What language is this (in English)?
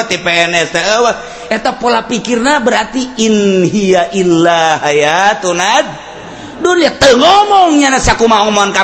Sundanese